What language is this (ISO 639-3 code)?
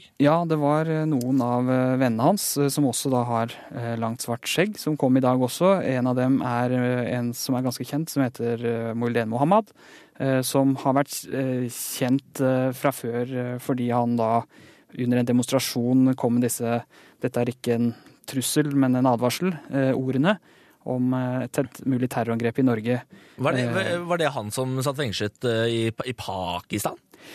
nor